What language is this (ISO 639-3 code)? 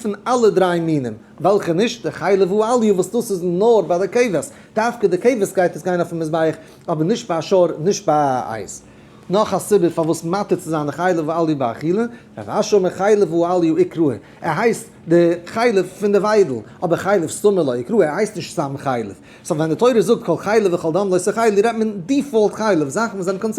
yid